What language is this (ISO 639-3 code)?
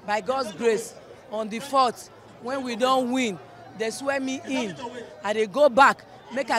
pcm